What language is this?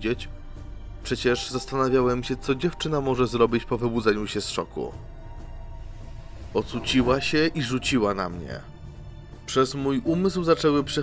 Polish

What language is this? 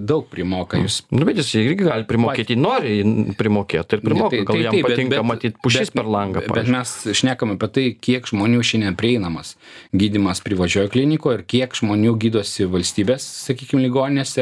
Lithuanian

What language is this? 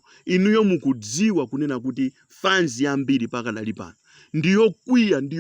Nyanja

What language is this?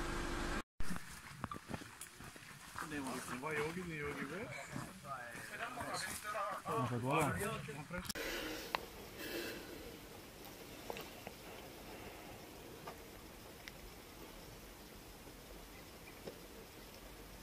Hungarian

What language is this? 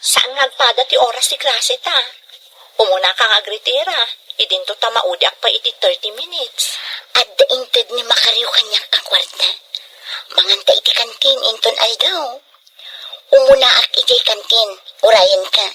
Iloko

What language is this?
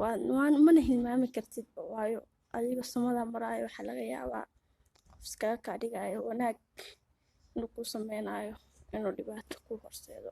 Somali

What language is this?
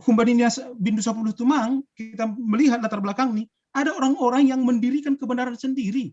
Batak Simalungun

